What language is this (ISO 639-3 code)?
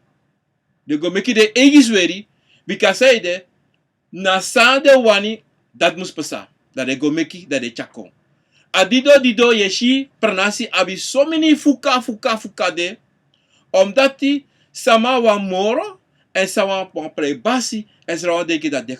srn